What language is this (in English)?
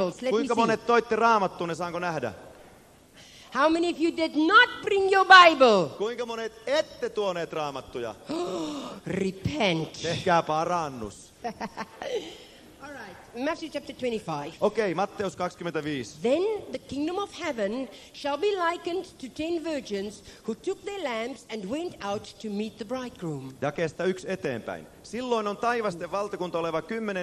Finnish